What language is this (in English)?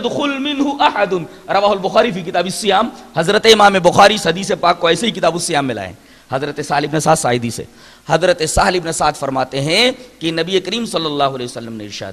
Urdu